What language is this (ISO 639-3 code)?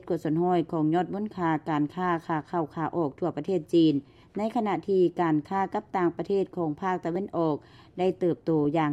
lao